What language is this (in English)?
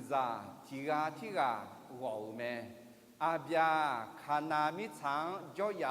Akha